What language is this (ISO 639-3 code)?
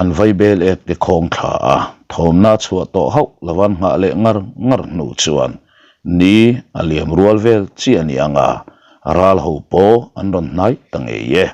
lus